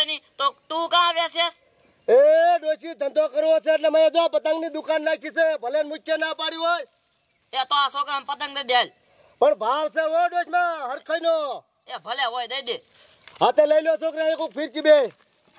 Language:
Gujarati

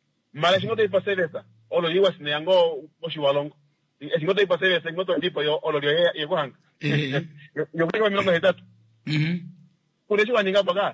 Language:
Kuanyama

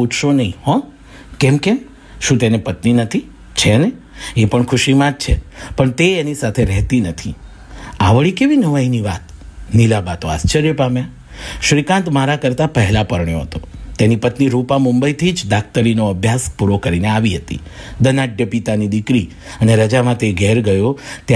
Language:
Gujarati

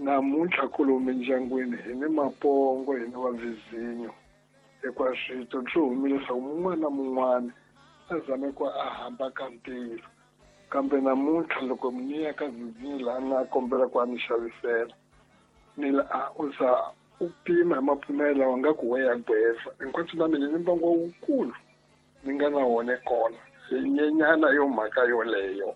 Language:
Tsonga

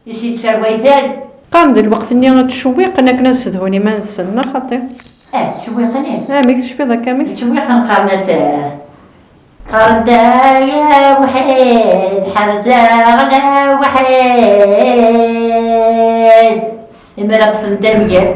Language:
Kabyle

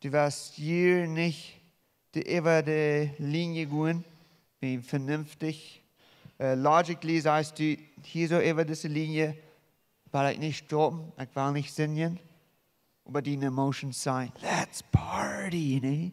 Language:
Plautdietsch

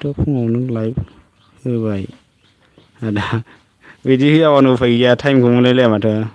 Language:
Bodo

